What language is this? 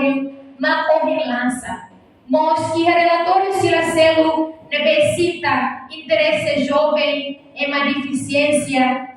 Tetum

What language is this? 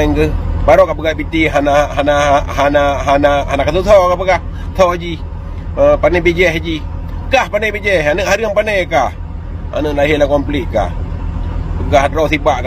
Achinese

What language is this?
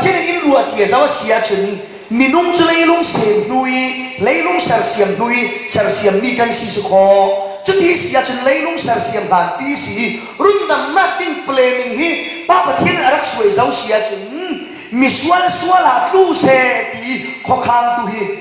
Falam Chin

